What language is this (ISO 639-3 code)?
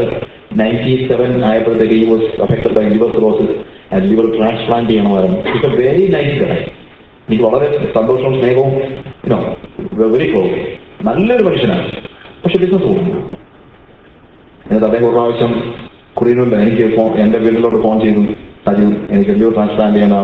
mal